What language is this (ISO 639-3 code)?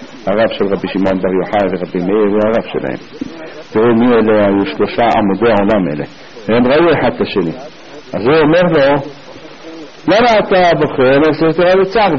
heb